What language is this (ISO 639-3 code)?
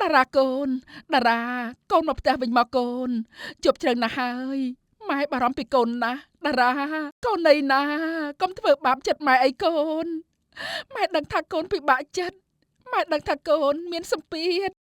khm